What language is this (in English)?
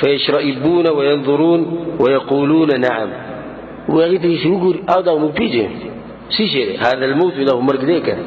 Pashto